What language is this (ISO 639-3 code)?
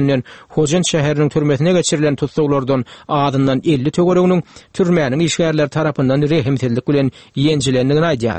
tuk